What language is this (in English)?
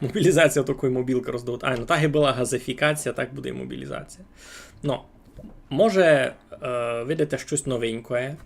Rusyn